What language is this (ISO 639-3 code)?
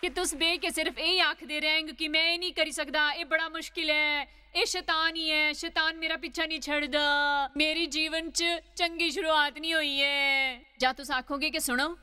doi